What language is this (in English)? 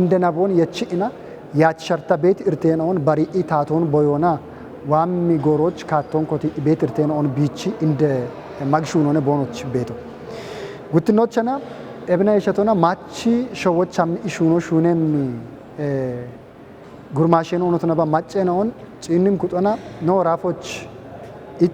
Kafa